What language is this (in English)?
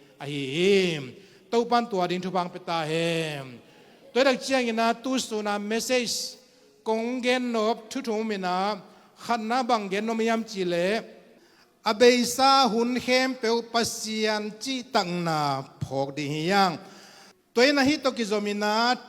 Tedim Chin